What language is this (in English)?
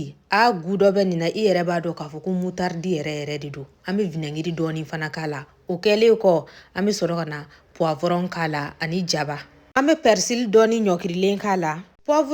Bambara